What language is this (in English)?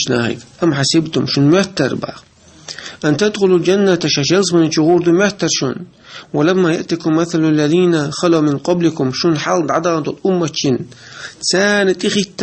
Chechen